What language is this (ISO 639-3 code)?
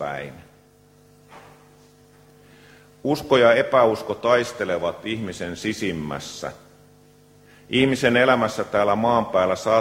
fin